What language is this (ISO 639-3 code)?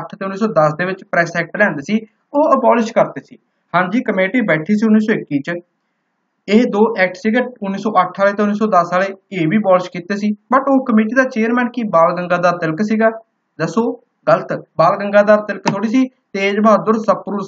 pan